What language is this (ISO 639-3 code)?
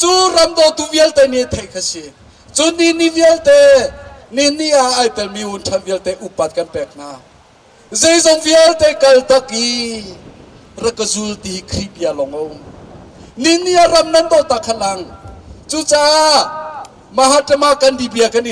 cnh